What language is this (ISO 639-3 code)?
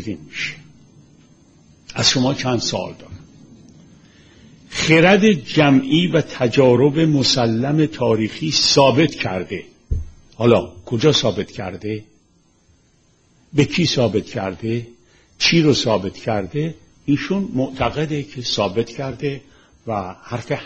fas